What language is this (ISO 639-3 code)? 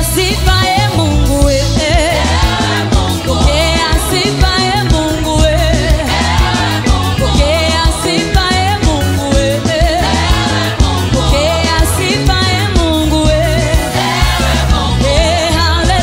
swa